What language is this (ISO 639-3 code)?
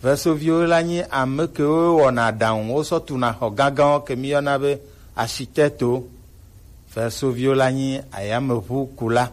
gej